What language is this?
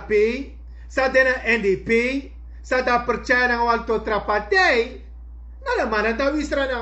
Sranan Tongo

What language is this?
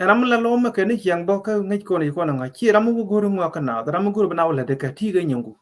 Nuer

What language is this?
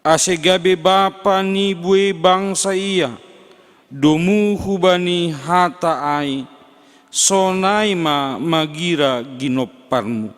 Batak Simalungun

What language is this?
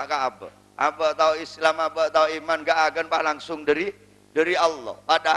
Madurese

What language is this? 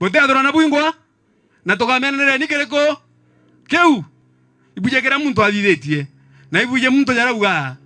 Meru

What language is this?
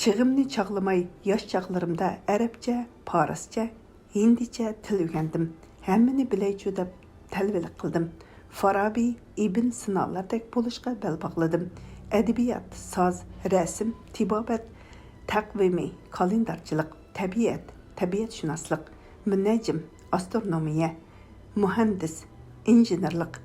Uyghur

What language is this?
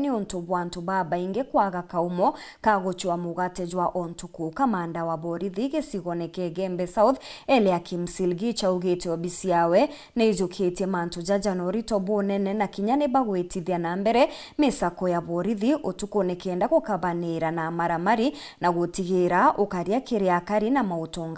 Meru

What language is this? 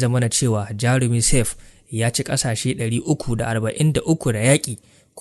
Hausa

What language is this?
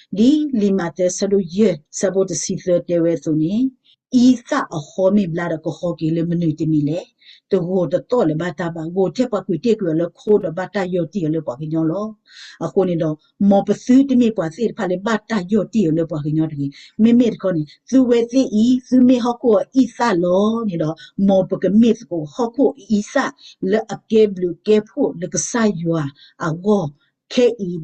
S'gaw Karen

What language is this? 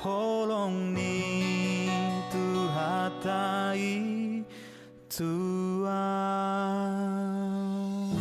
Batak Toba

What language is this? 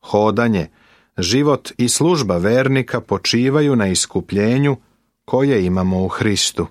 Serbian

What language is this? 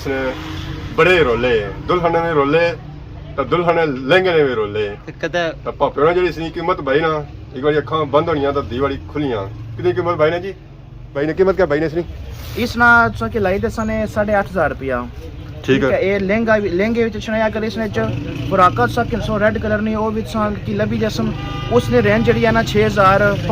Pahari-Potwari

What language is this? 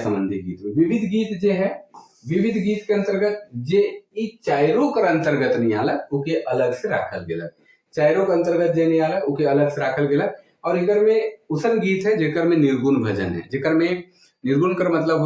Sadri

